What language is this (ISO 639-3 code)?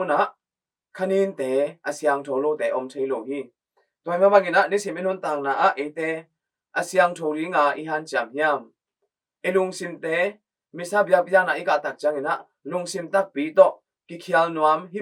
ctd